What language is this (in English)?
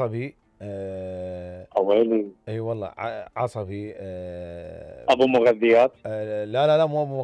Mesopotamian Arabic